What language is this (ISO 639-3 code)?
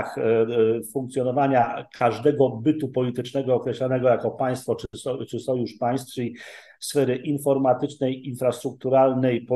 pol